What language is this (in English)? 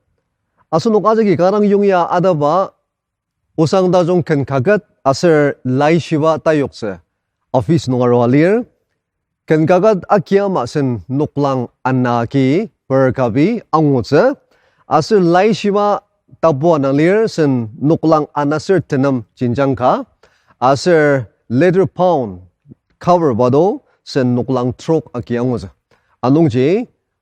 Ao Naga